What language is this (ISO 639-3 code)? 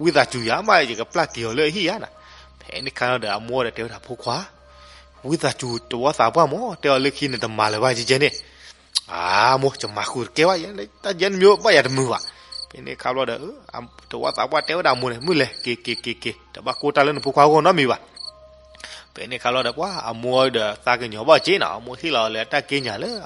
ksw